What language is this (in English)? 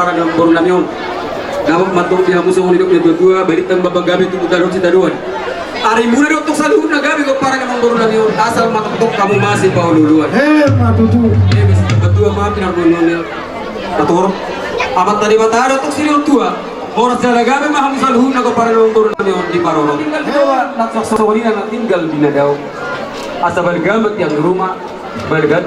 Batak Toba